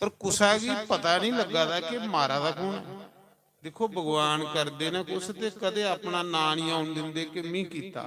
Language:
Dogri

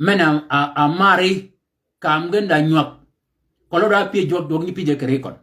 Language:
Shilluk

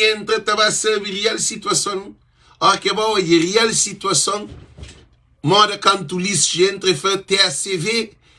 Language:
Kabuverdianu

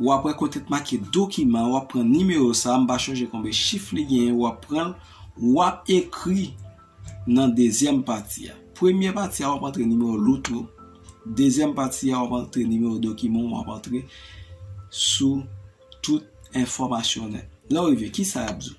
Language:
Haitian Creole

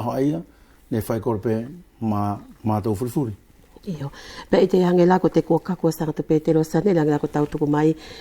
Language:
Wallisian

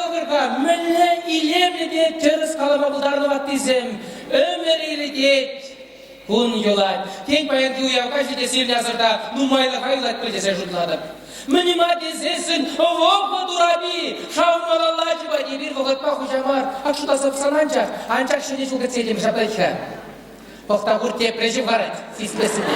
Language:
Chuvash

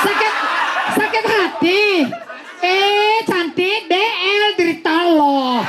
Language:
Balinese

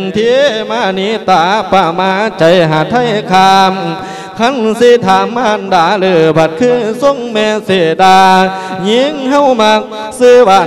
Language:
Lao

